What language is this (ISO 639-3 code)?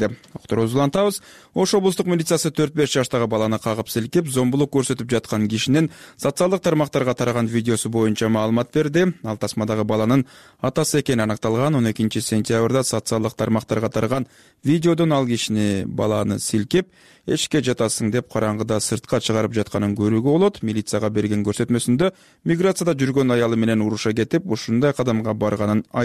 kir